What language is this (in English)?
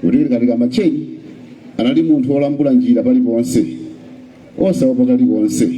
Nyanja